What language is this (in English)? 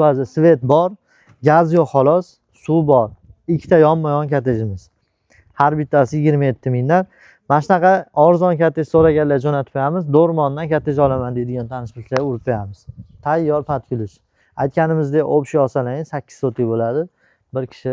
Uzbek